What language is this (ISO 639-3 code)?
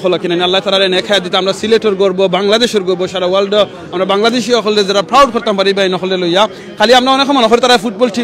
syl